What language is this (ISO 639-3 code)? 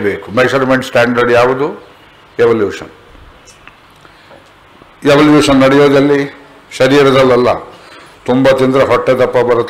kan